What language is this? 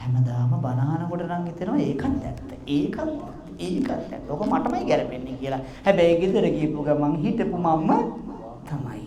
Sinhala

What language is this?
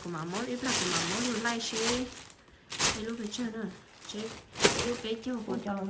Hmong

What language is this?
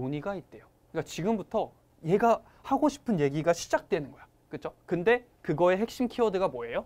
Korean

